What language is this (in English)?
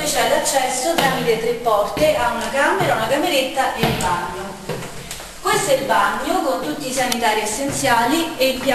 Italian